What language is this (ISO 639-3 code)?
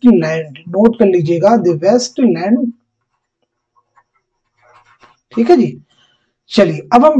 urd